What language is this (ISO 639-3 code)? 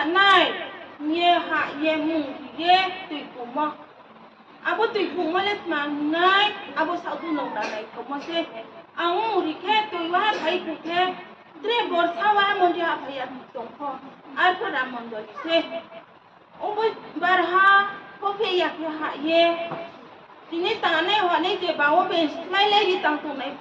ria